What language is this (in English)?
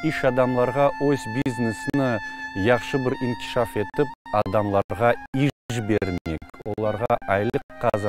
Crimean Tatar